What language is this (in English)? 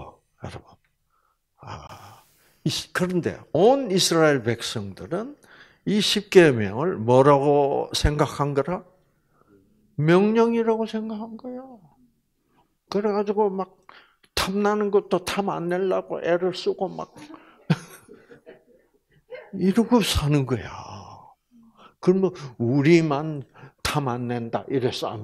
Korean